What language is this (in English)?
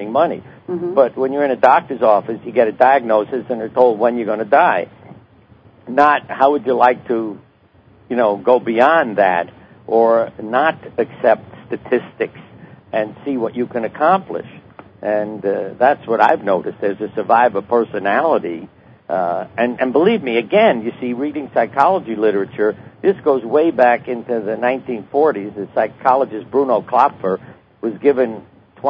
English